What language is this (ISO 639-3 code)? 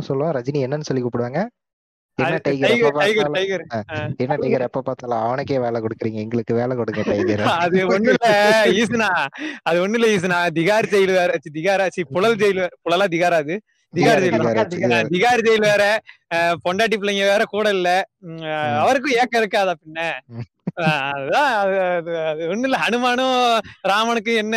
tam